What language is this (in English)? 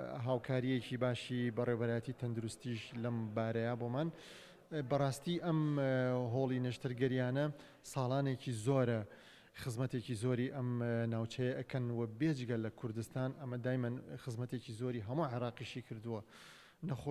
Central Kurdish